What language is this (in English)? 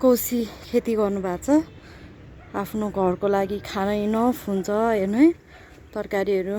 Nepali